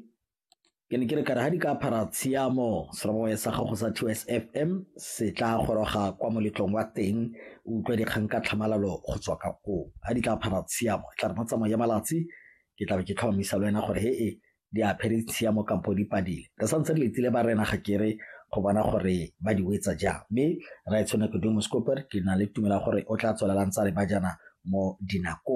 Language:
Tswana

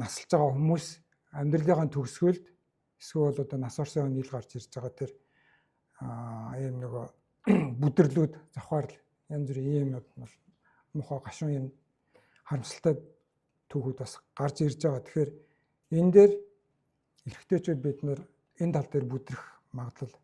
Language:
Mongolian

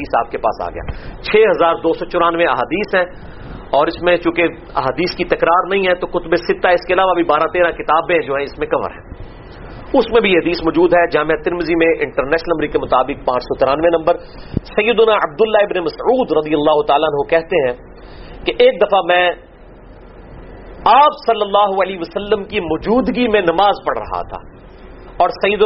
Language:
Urdu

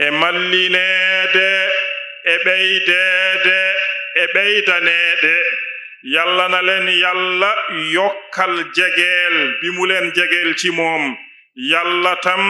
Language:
Fula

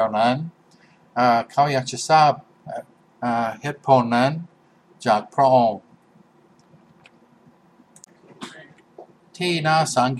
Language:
Thai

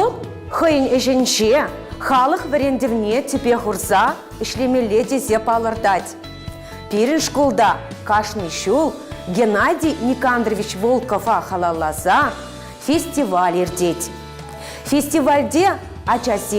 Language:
Chuvash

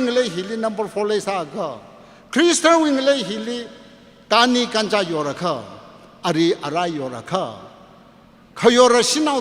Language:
Tangkhul Naga (India)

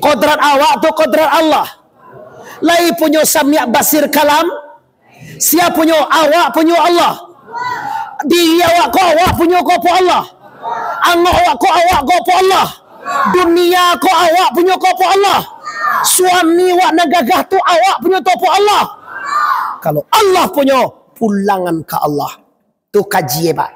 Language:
Minangkabau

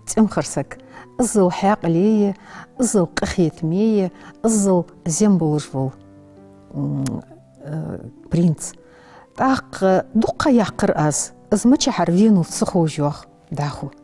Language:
Ingush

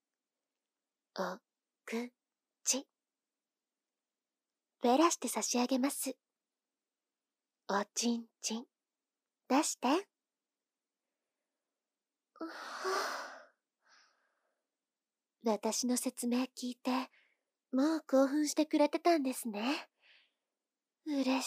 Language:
Japanese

